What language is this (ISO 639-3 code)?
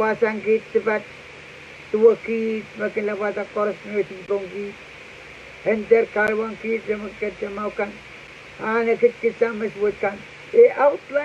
pon